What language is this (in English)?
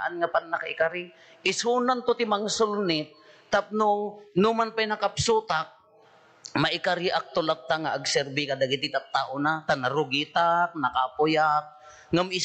Iloko